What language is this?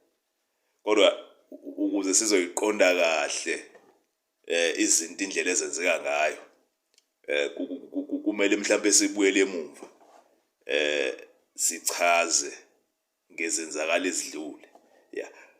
Zulu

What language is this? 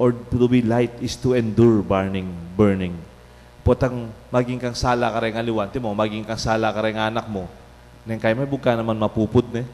Pampanga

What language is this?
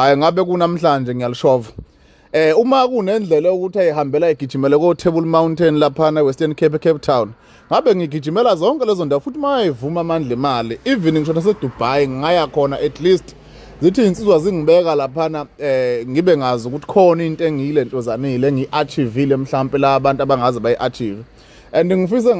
Zulu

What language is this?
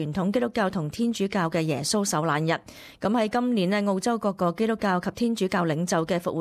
Cantonese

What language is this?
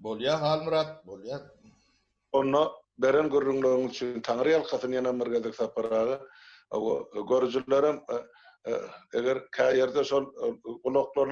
Turkmen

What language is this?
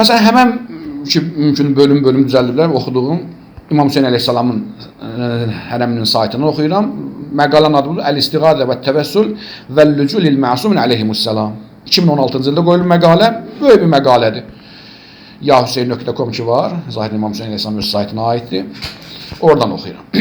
Azerbaijani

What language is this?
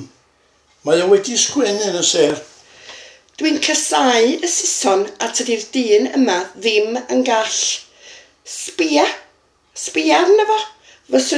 Welsh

